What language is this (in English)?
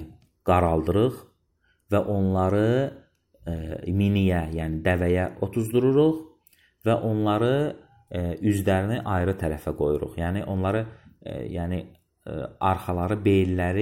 Azerbaijani